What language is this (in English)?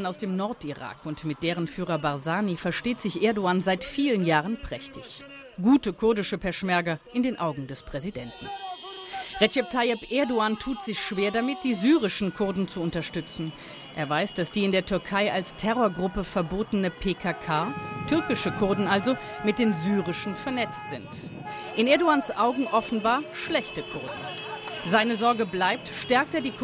German